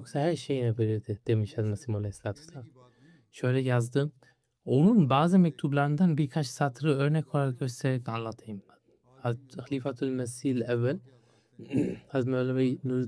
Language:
Turkish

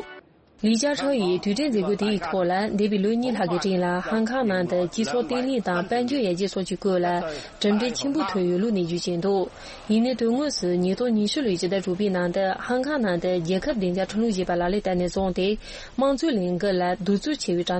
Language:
Tibetan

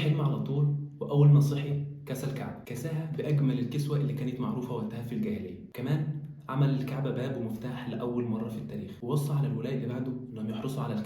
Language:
Egyptian Arabic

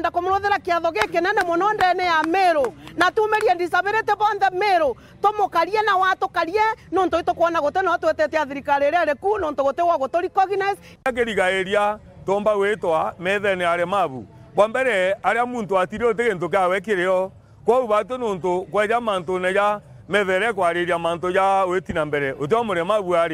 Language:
Meru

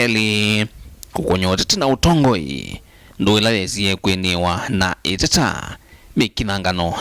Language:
Kamba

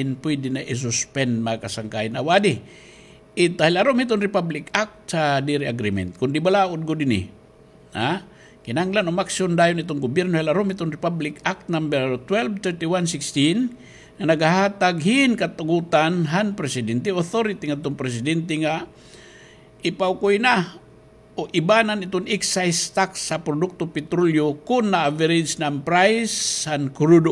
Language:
Waray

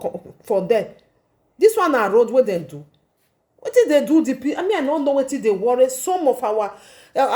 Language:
Nigerian Pidgin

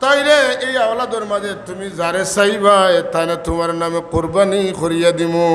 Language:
Sylheti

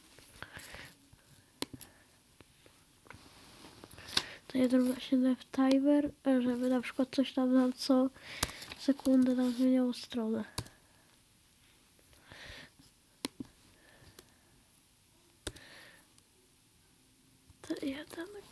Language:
Polish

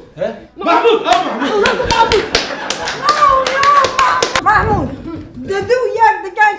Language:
Kurdish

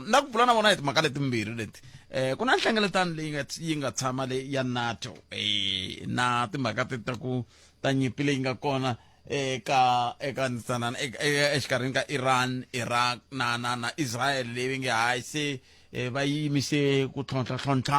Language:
Tsonga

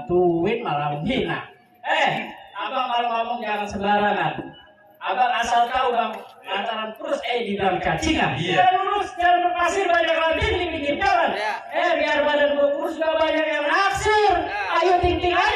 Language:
Betawi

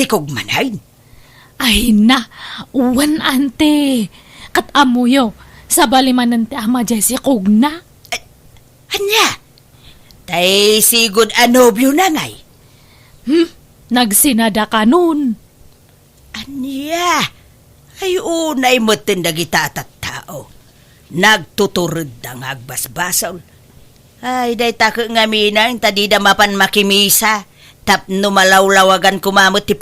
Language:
Iloko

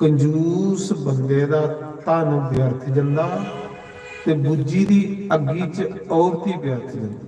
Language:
Dogri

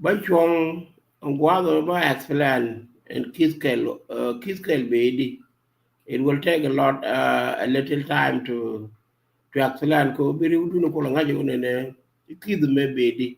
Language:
Nuer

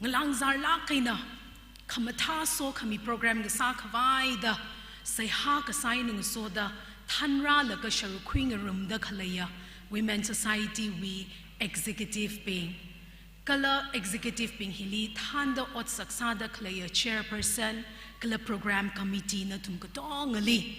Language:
Tangkhul Naga (India)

